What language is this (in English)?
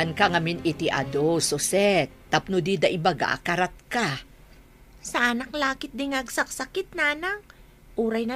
Iloko